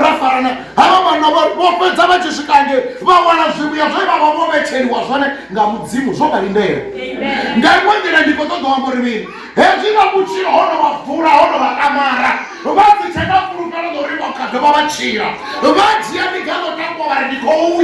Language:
Venda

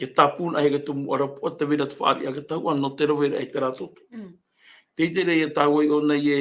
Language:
Tahitian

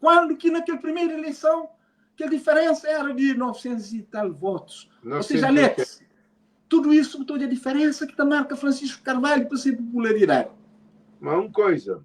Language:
Kabuverdianu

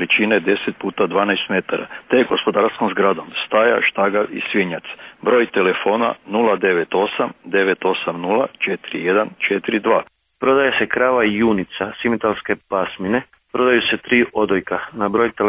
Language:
Croatian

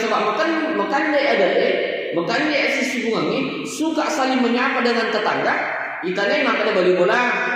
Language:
Buginese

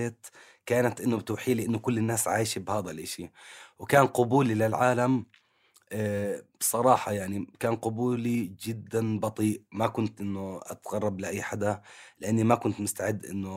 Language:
North Levantine Arabic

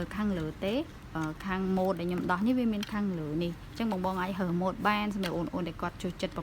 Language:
Khmer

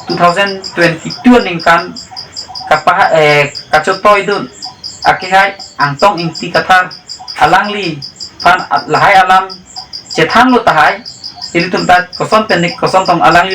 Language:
Karbi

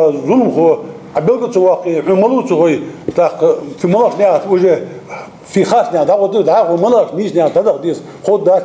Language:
Ingush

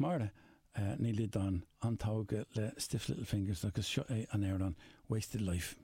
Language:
Irish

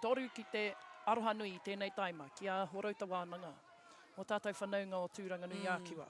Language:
Māori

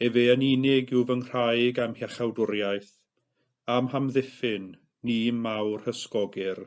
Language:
Welsh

